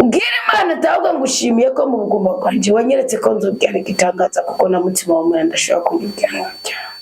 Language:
Rundi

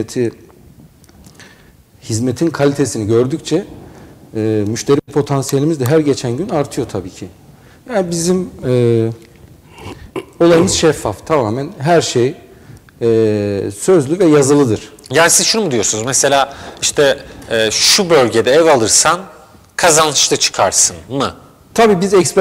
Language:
Turkish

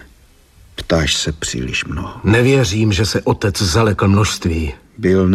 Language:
Czech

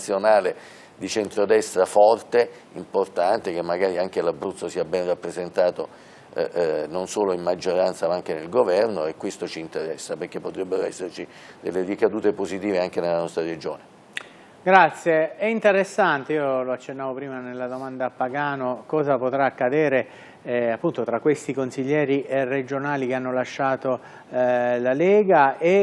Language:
Italian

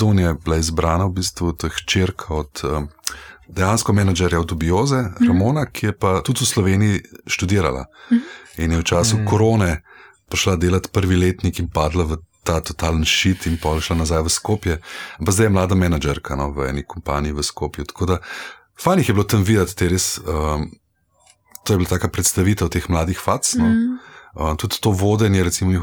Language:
Slovenian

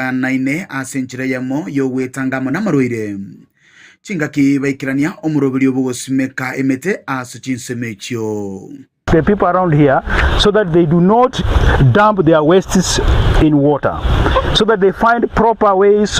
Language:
Gusii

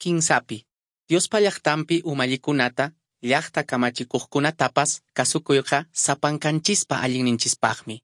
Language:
Quechua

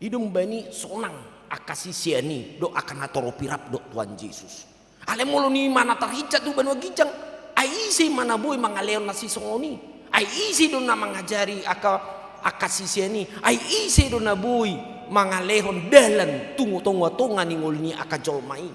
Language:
Batak Toba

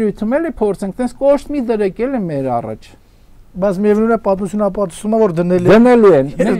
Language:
Armenian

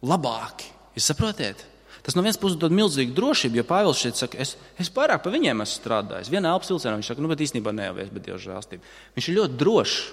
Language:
Latvian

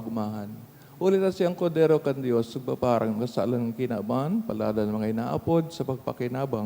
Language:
Bikol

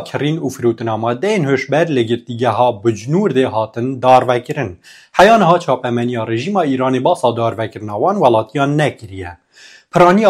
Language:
Kurdish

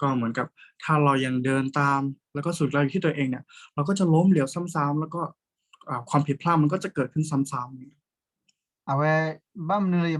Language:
S'gaw Karen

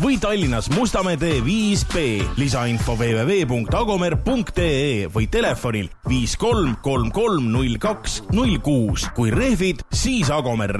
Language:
Estonian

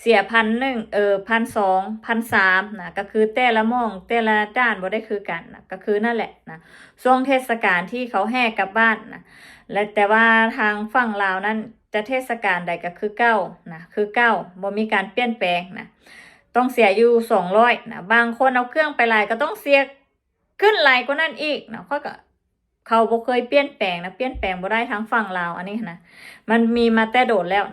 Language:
Lao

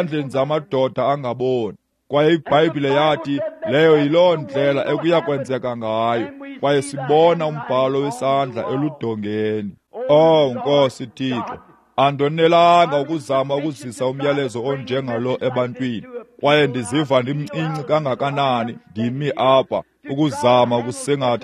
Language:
Xhosa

